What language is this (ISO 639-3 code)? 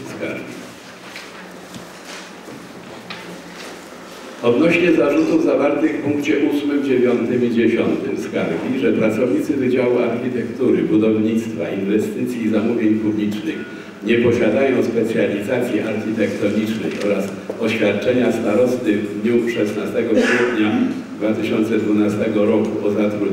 pol